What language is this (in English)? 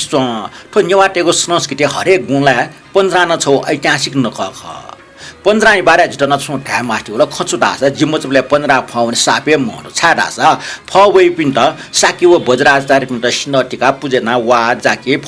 Newari